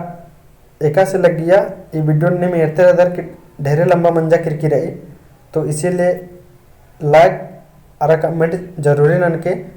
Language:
Kurukh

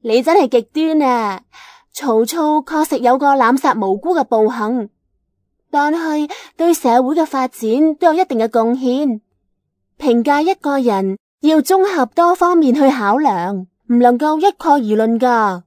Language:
Cantonese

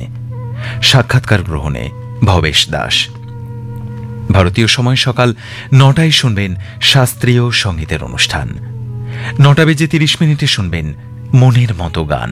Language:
Bangla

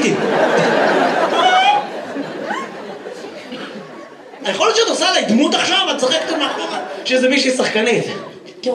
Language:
Hebrew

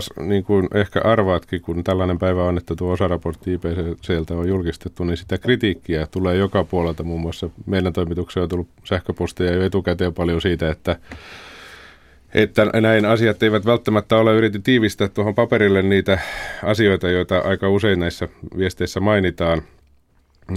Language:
Finnish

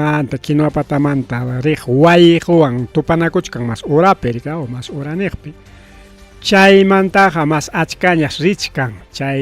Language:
Ayacucho Quechua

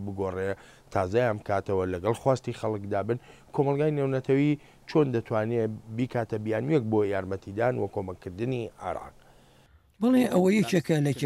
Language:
Central Kurdish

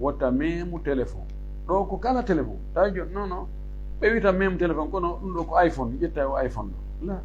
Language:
Fula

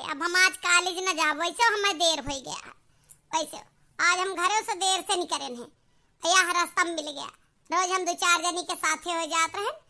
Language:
Awadhi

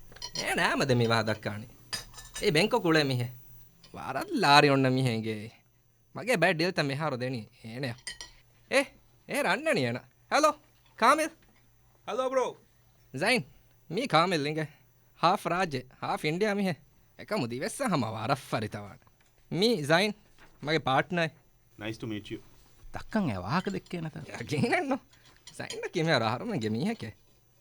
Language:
Divehi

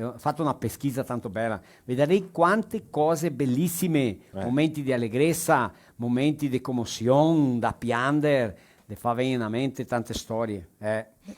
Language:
Venetian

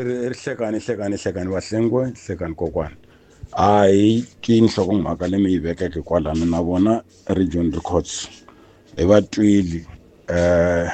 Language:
Tsonga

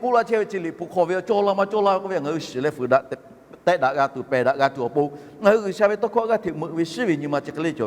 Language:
Lahu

